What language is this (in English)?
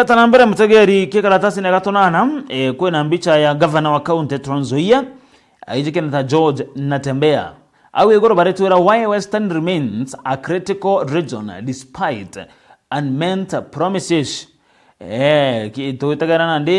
Meru